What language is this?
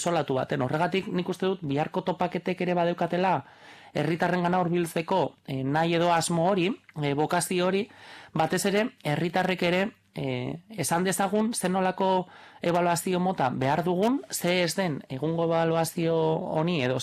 Basque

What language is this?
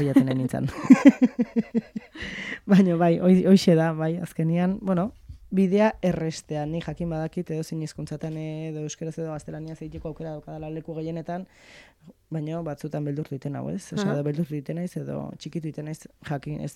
Basque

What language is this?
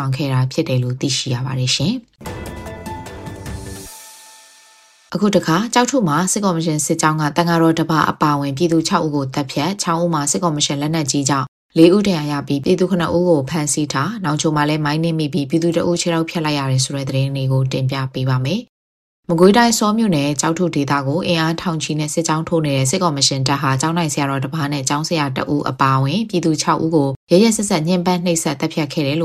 Burmese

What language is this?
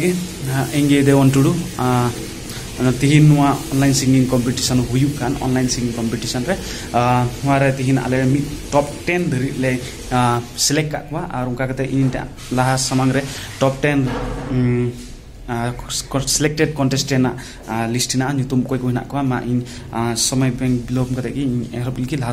Santali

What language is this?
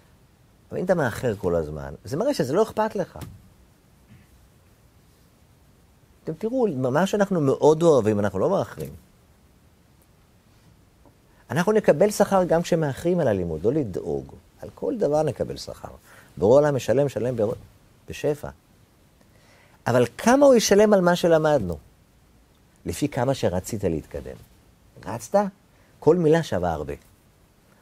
Hebrew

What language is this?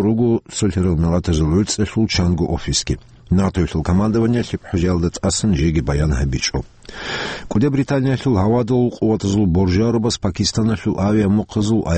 Avaric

